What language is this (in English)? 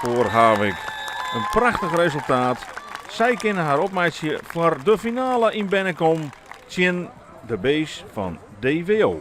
Western Frisian